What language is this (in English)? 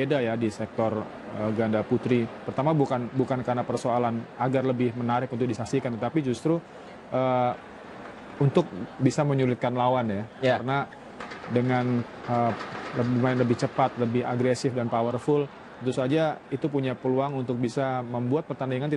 Indonesian